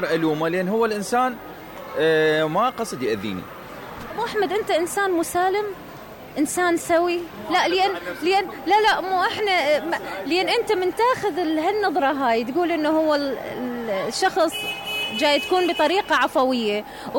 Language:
Mesopotamian Arabic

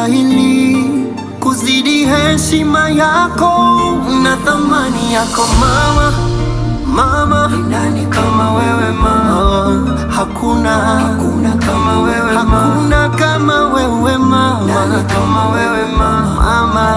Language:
Swahili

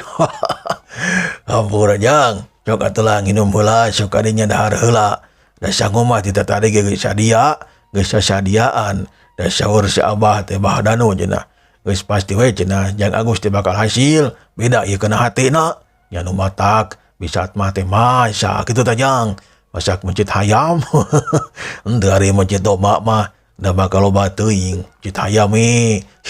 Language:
Sundanese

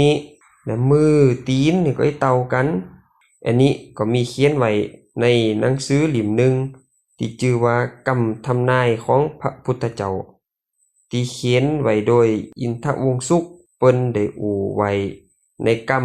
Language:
Lao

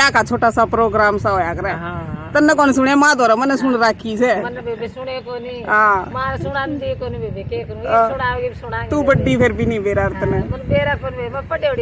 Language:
Haryanvi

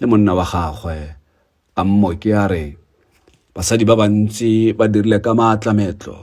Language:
Tswana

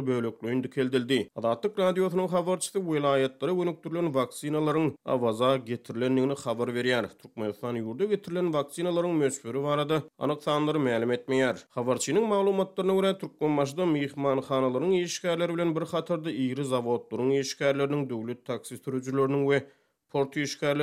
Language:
Turkmen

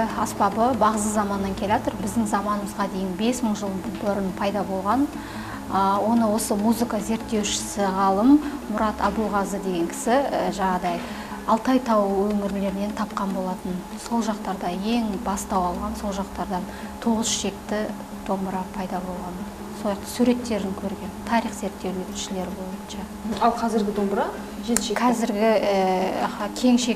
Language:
Kazakh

